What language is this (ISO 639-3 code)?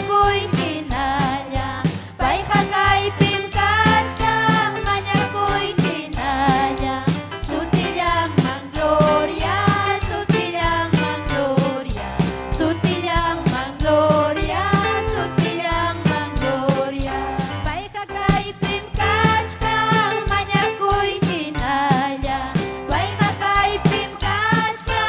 quy